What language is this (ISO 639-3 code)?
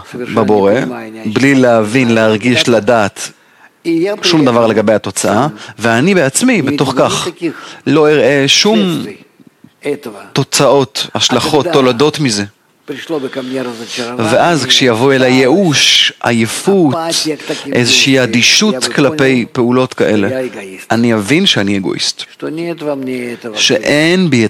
heb